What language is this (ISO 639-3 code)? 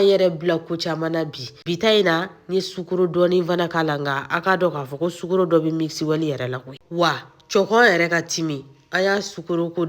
bam